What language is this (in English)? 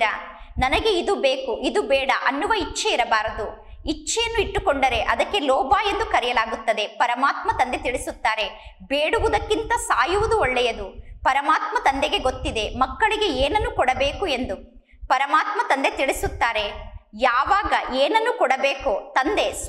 Kannada